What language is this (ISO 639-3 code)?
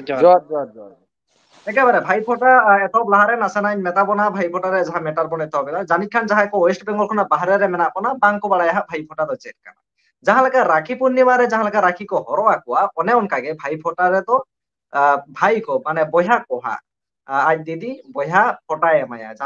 sat